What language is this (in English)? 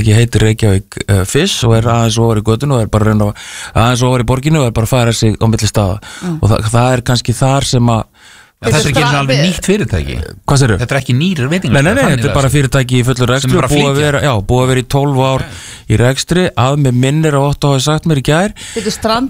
Icelandic